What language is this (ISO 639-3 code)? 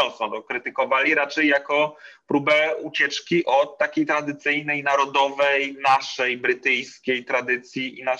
pol